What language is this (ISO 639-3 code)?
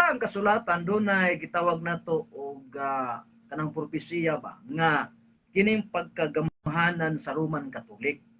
ceb